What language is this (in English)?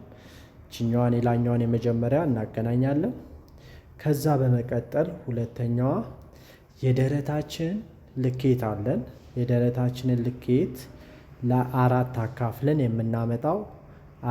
Amharic